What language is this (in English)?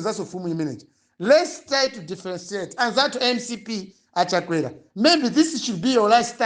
Nyanja